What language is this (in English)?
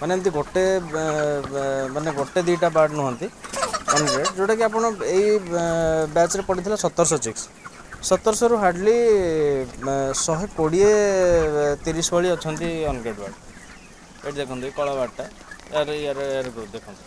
Odia